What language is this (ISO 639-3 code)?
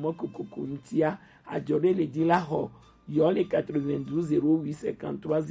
gej